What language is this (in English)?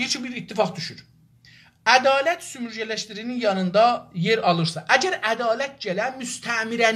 South Azerbaijani